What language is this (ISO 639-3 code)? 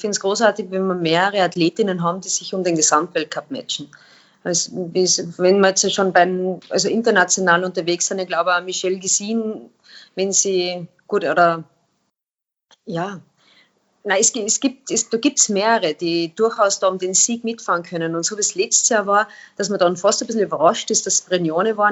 deu